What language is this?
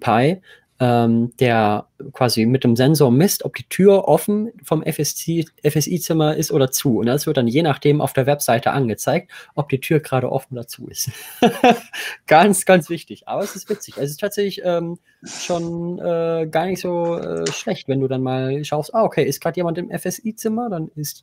German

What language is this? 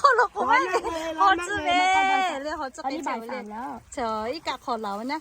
Lahu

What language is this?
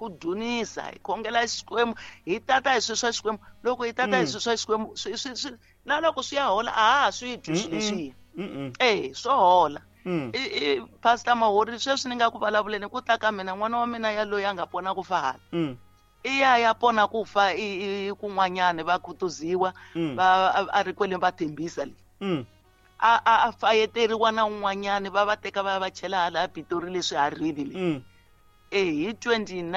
Tsonga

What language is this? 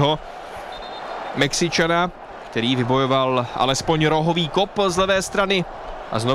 Czech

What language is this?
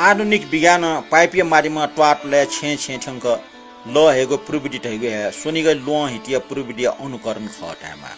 Newari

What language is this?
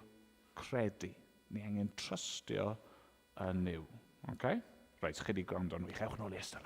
Welsh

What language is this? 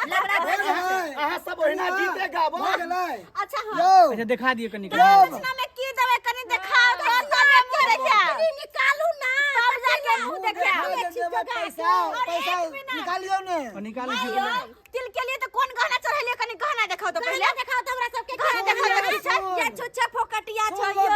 Maithili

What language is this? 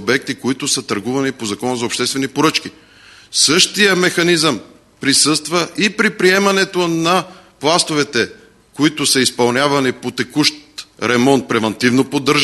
Bulgarian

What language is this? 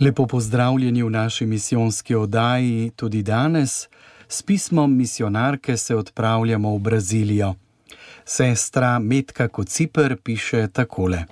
Slovenian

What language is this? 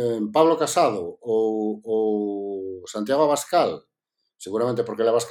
Galician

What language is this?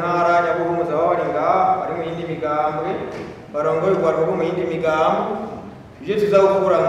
Rundi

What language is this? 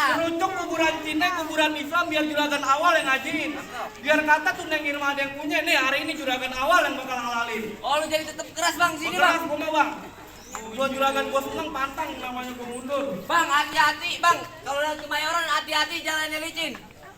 Betawi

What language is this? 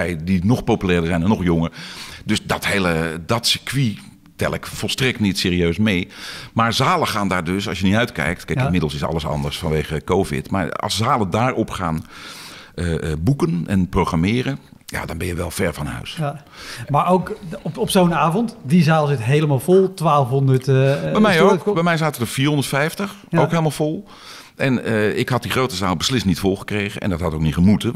Dutch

